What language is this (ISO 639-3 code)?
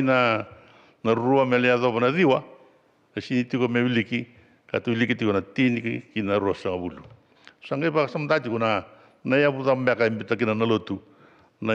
fij